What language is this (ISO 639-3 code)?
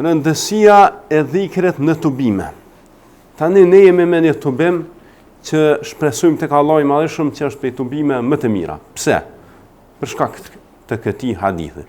sqi